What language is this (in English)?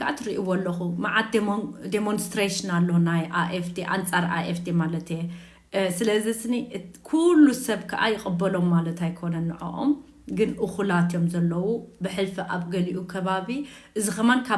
Tigrinya